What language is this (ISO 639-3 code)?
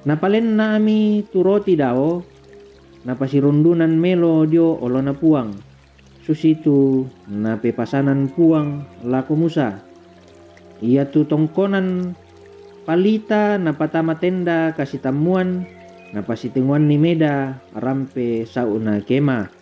sda